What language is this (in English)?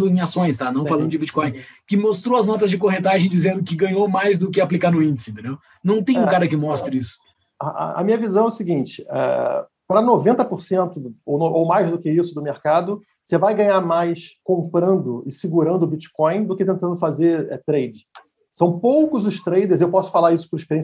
Portuguese